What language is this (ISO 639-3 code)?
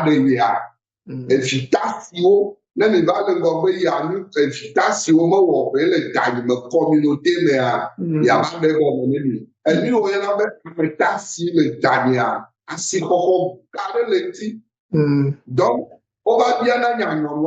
ewe